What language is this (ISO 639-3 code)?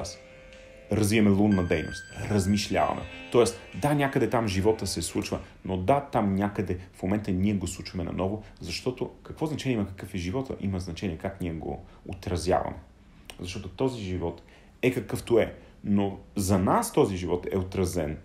bul